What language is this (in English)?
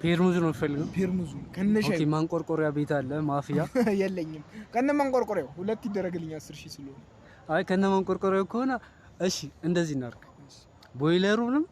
Amharic